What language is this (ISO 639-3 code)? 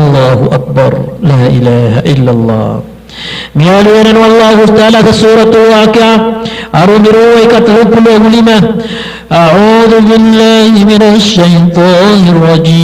mrw